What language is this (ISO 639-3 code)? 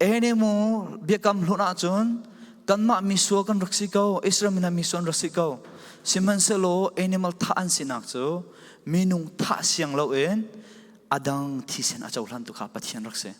cfm